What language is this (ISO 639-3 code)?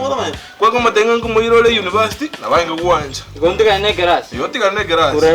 guz